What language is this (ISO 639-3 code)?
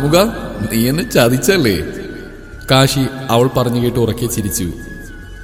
mal